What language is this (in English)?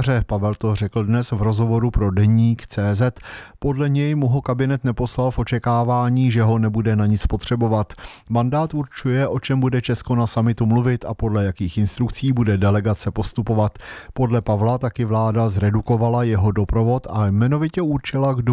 Czech